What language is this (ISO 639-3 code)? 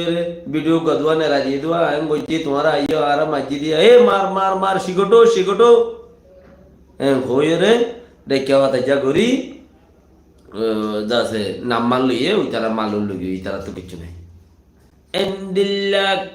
rhg